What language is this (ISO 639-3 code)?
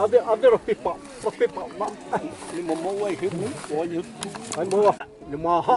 xav